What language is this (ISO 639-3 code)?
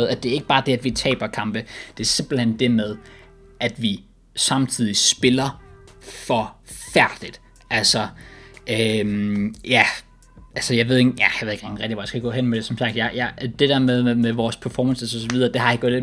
dan